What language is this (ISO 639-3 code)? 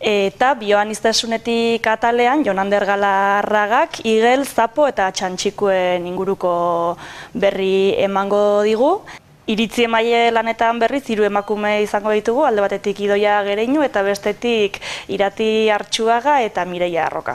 eus